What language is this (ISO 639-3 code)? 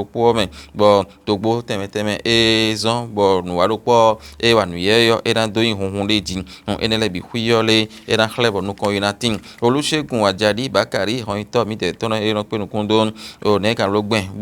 fon